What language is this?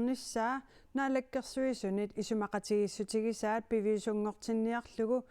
Kalaallisut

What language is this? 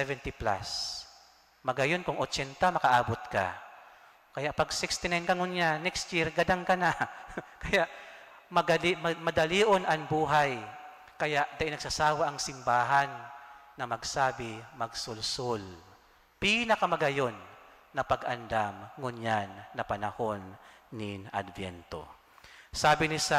Bikol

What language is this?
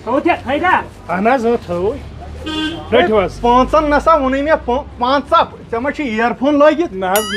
Kashmiri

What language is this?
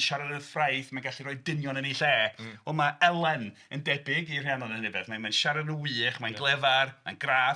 Welsh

